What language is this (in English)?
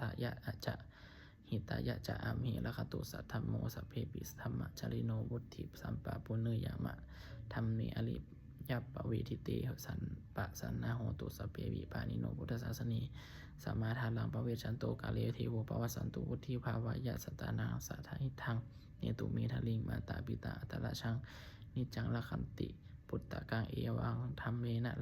Pali